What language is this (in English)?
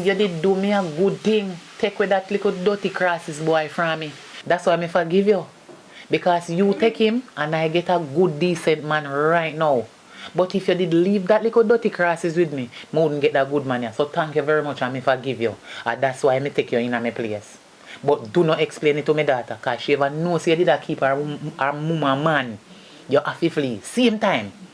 Jamaican Creole English